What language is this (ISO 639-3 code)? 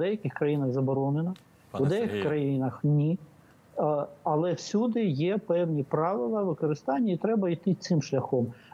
ukr